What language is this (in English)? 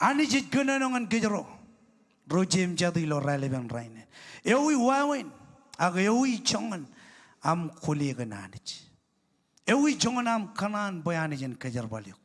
Marshallese